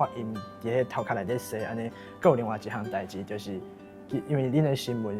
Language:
Min Nan Chinese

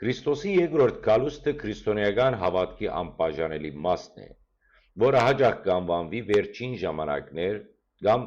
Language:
Western Armenian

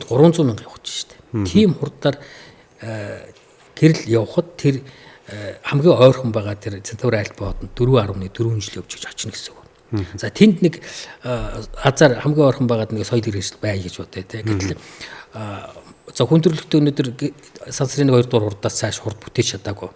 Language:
Mongolian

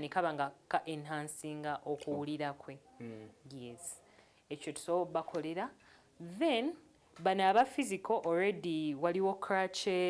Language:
Ganda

